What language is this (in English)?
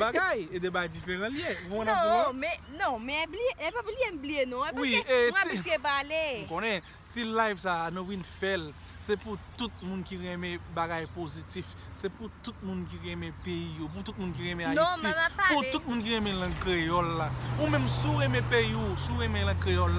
Haitian Creole